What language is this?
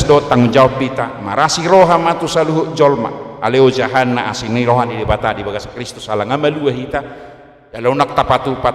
Batak Toba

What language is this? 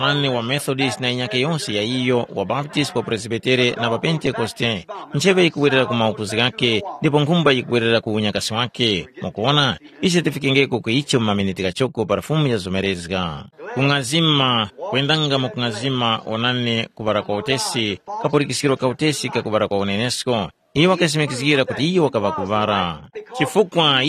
Tumbuka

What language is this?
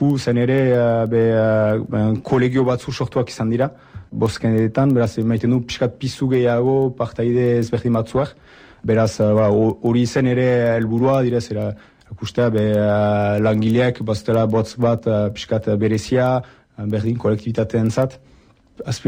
Basque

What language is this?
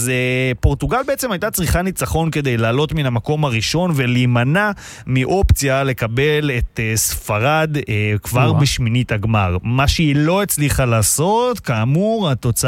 Hebrew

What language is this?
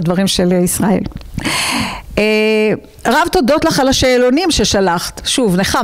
Hebrew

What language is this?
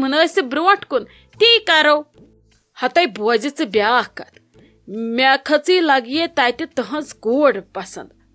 Kashmiri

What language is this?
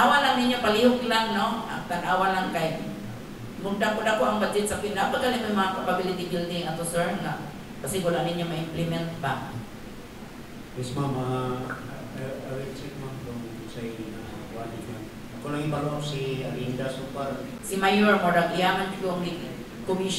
Cebuano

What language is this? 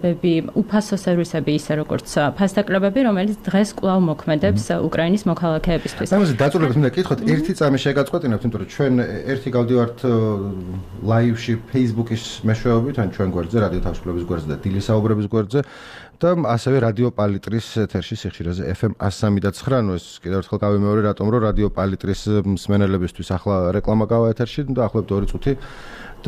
Georgian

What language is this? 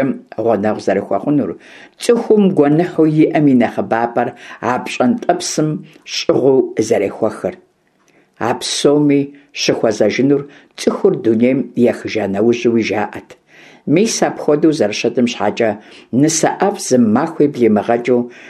Kabardian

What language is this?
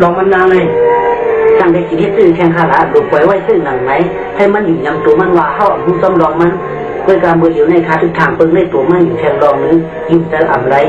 Shan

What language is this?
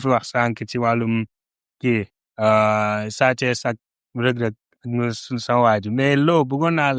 Wolof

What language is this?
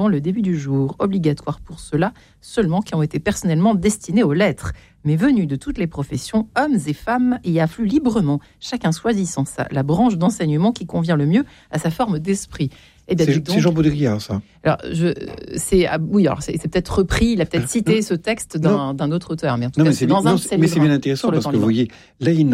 French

